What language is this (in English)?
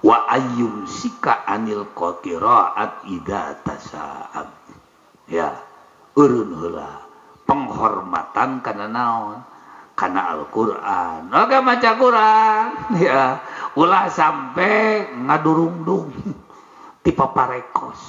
Sundanese